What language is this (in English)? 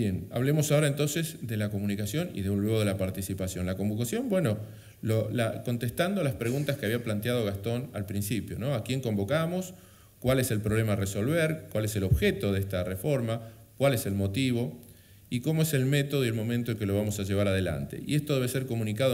Spanish